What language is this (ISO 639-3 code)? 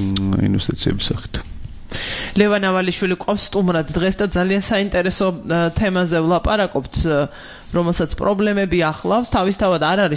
kat